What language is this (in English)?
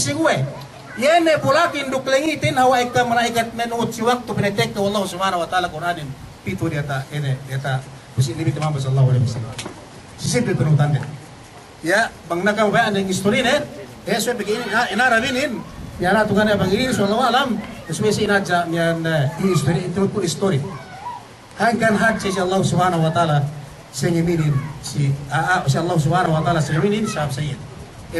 Yakan